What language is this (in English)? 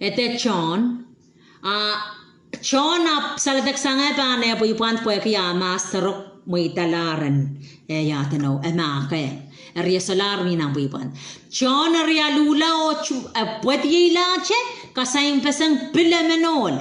Pohnpeian